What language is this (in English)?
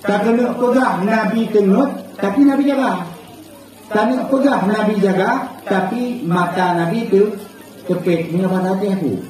Achinese